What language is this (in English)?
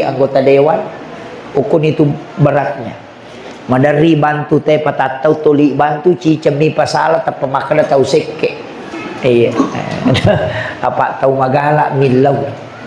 Buginese